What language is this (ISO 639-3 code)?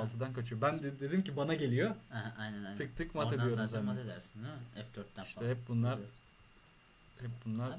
tur